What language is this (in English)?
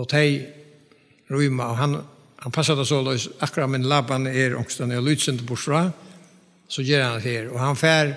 Faroese